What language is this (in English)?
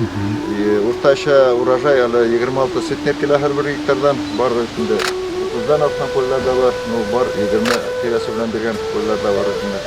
Bashkir